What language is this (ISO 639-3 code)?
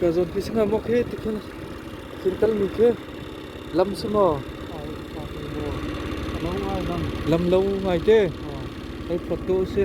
cnh